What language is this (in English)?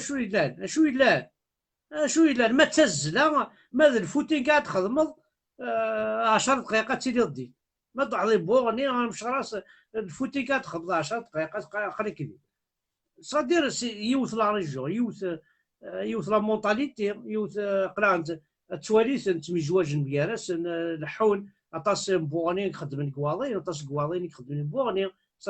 Kabyle